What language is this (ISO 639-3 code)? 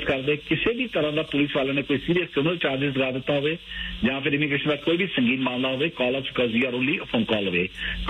pan